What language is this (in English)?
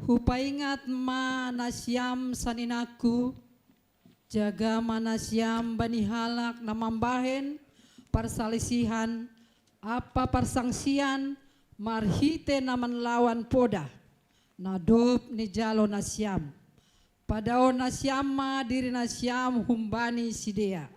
Batak Simalungun